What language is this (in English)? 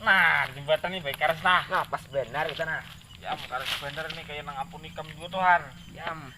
Banjar